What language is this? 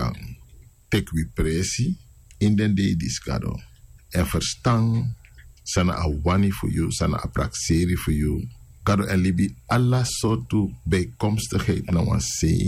Sranan Tongo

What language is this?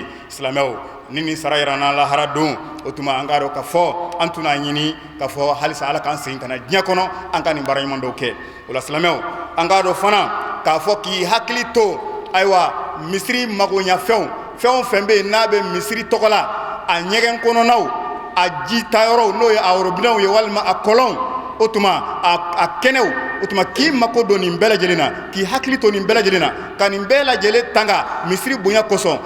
Bambara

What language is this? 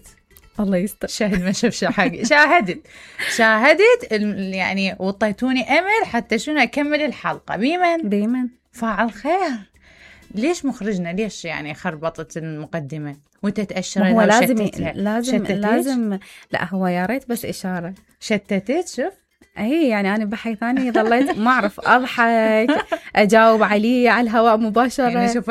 Mesopotamian Arabic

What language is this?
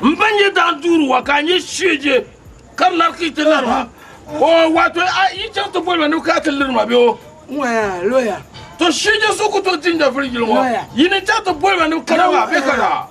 Dagbani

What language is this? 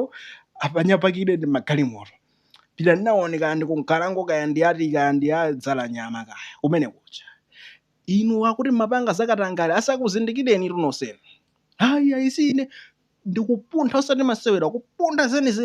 Nyanja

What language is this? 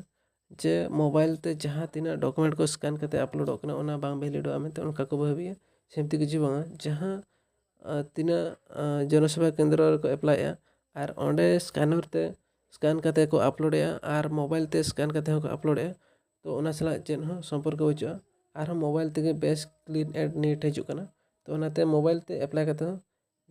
Santali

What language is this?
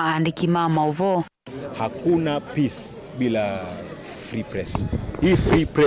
Kamba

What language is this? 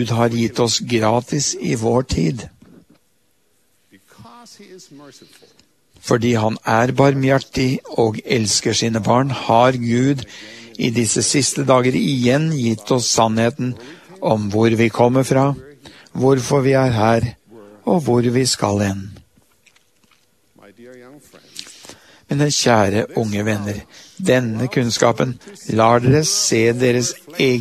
Norwegian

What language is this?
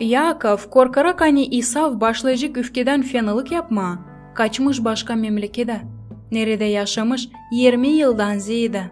Gagauz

